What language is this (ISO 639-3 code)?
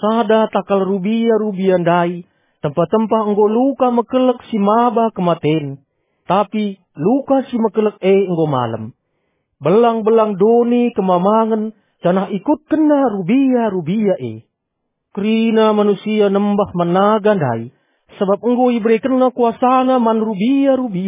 btx